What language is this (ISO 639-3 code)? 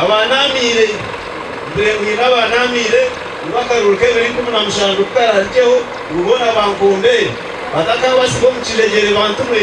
nyn